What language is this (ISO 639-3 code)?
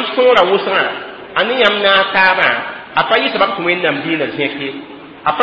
mos